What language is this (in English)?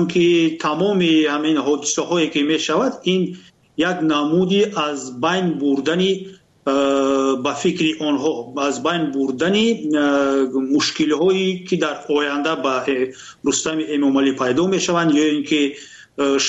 Tajik